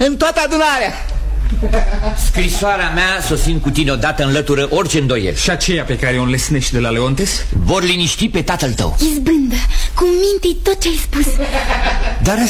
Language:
Romanian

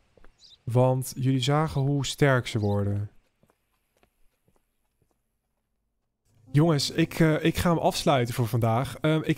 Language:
Dutch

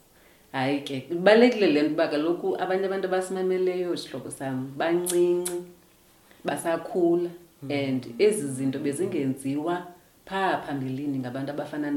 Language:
Xhosa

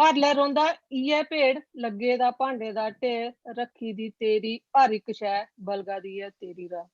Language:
Dogri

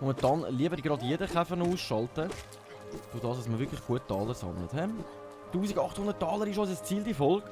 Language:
Swiss German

